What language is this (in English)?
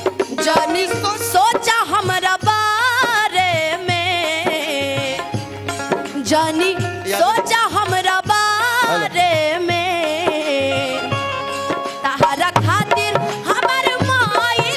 Bhojpuri